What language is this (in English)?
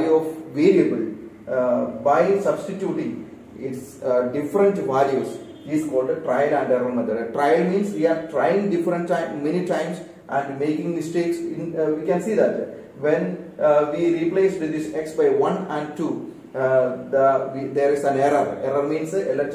English